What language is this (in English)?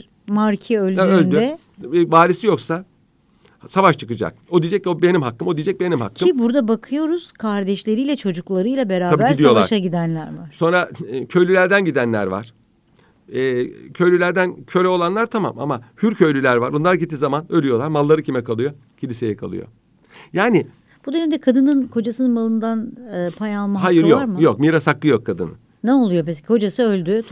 Turkish